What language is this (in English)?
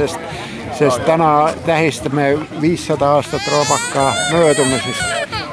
Estonian